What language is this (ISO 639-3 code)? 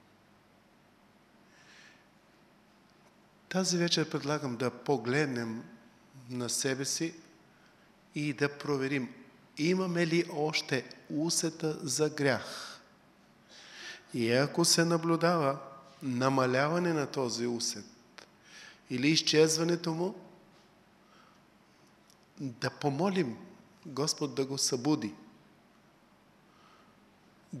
bul